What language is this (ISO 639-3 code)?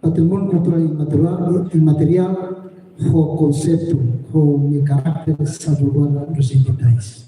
tet